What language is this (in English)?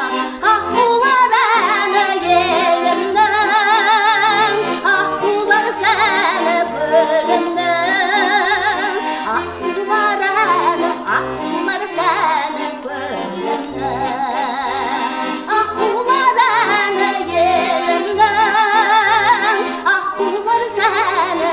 Kazakh